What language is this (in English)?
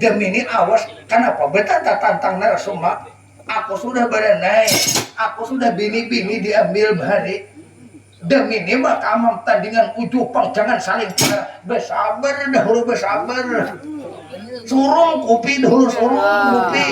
Banjar